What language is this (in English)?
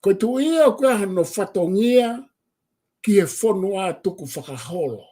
Tongan